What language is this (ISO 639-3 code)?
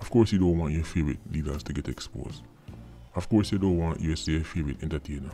jam